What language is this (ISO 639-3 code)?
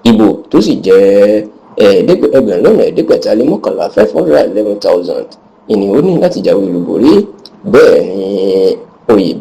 yor